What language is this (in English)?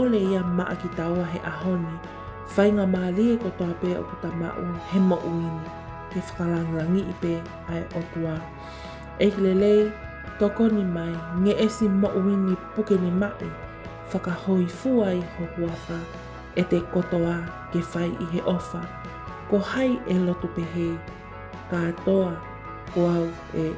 Tongan